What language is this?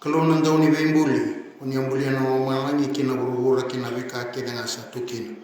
Fijian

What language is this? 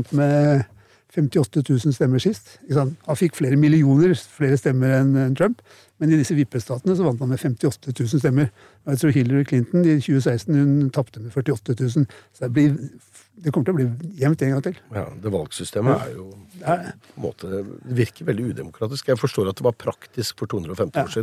Norwegian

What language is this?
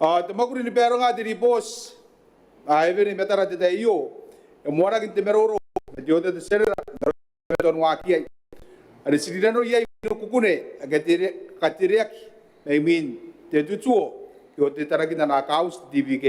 Gilbertese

